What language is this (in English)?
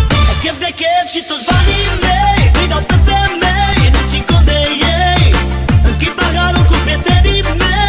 Romanian